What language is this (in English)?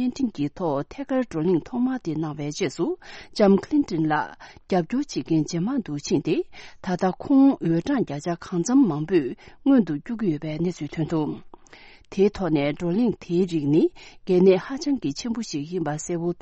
Tibetan